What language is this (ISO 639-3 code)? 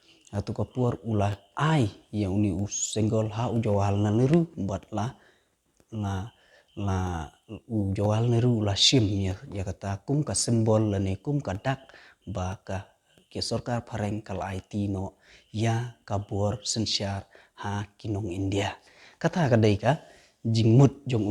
kha